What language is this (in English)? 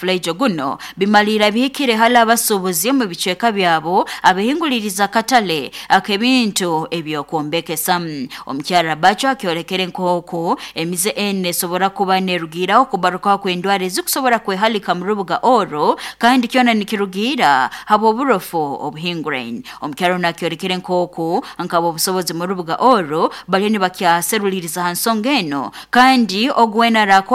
Nyoro